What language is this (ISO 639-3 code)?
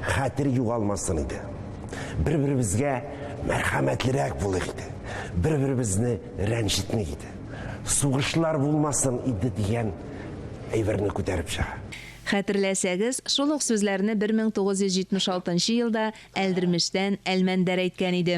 tat